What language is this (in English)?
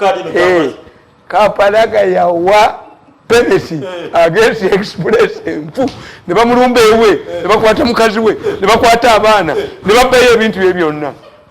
Ganda